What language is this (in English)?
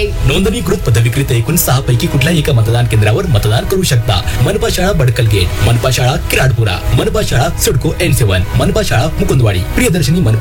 Marathi